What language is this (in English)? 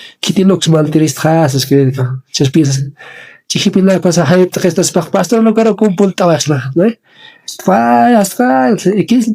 Aymara